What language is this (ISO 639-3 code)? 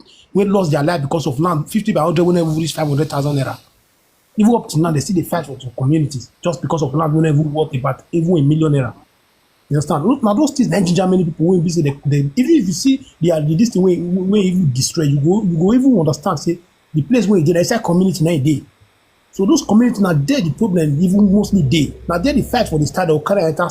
pcm